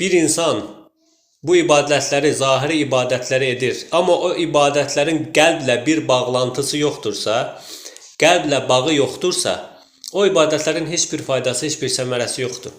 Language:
Azerbaijani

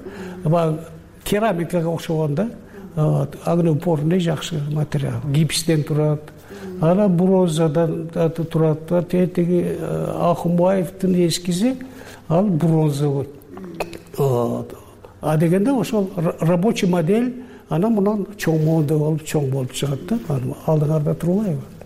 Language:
Kyrgyz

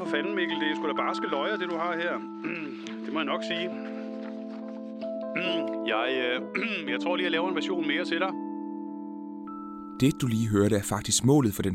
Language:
Danish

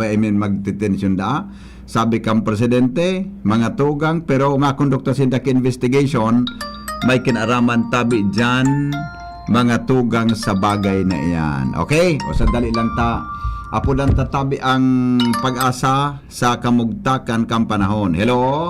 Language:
Bikol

